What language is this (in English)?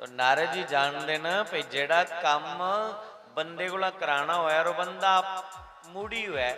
Dogri